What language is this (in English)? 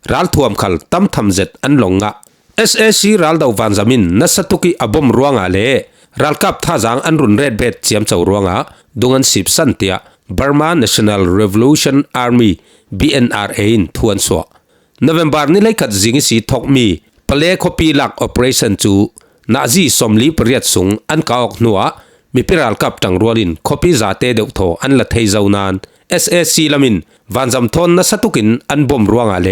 Falam Chin